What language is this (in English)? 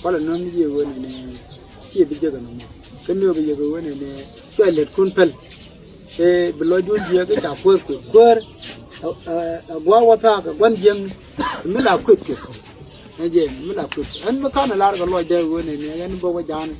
Nuer